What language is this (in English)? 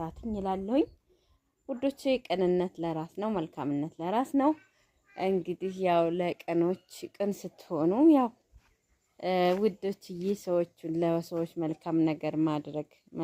Amharic